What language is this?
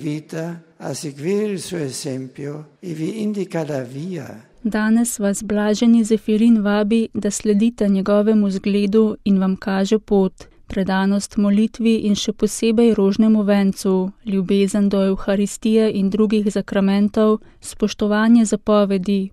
Slovenian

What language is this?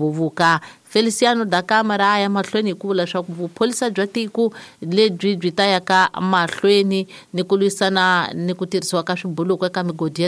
Tsonga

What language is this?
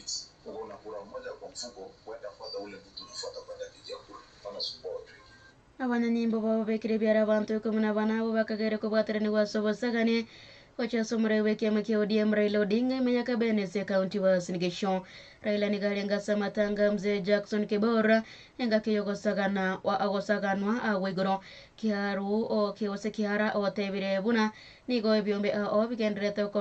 Gusii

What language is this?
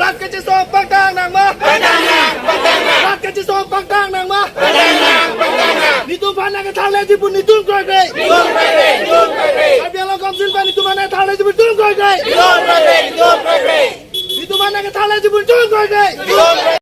Karbi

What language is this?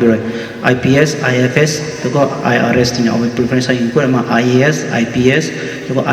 Poumei Naga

